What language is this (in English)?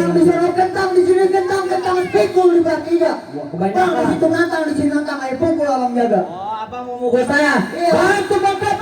Betawi